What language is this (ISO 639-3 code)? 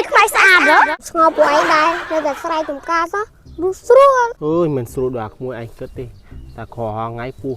khm